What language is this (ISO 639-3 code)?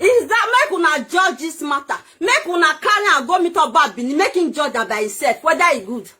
pcm